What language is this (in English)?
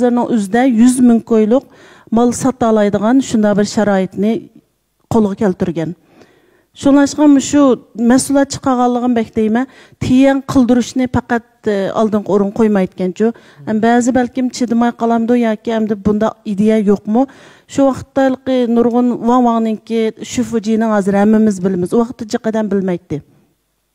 Uyghur